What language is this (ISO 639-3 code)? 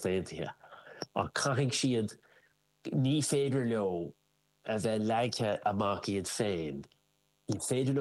gle